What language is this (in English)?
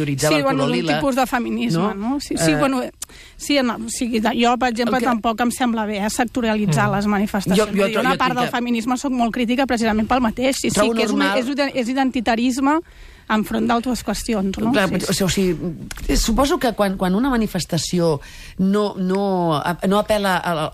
Catalan